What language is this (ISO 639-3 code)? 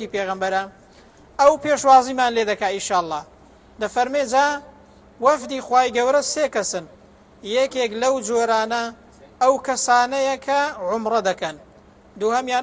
ckb